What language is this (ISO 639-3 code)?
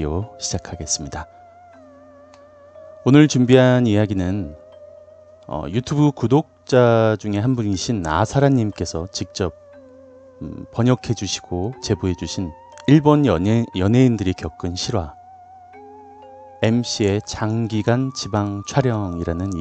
kor